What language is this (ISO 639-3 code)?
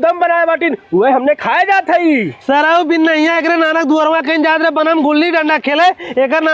awa